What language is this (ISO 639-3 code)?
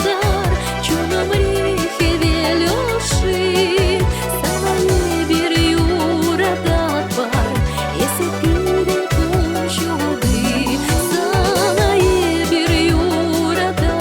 chv